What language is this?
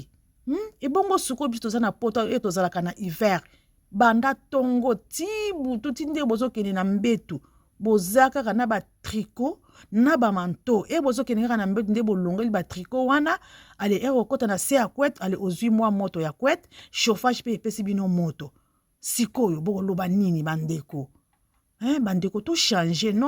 Lingala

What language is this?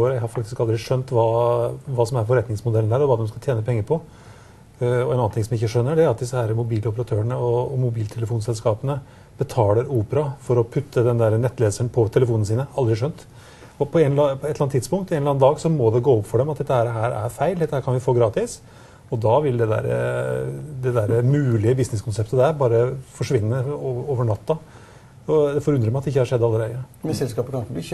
Norwegian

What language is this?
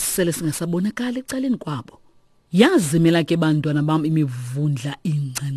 Xhosa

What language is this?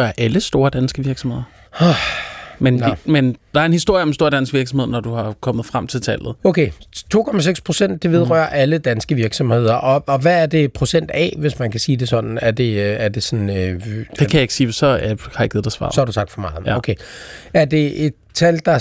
Danish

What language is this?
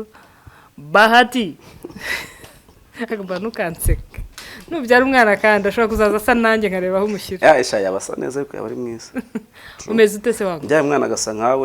Kinyarwanda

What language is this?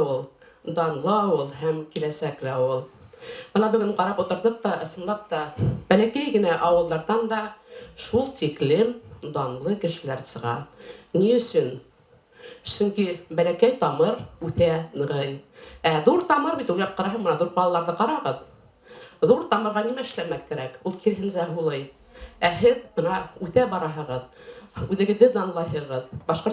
Bashkir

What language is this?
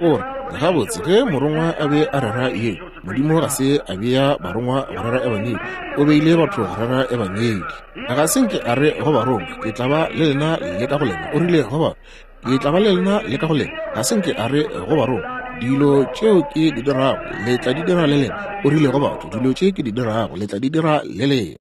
Northern Sotho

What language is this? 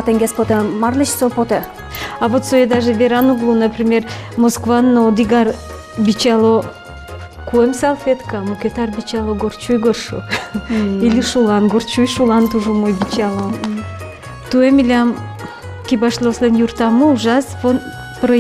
Udmurt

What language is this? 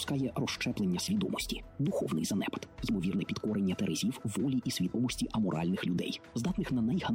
Ukrainian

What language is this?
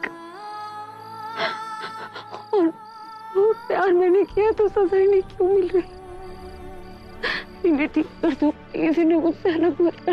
Hindi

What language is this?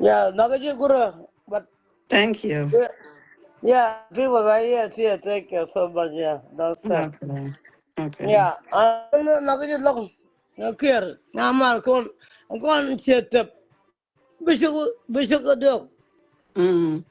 Nuer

